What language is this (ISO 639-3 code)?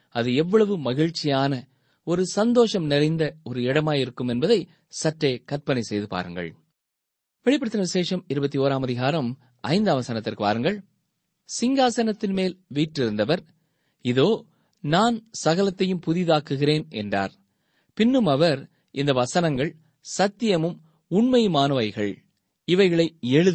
tam